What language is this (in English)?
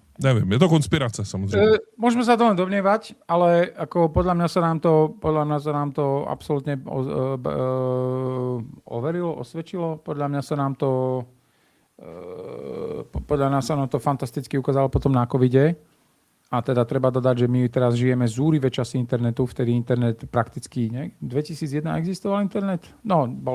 Slovak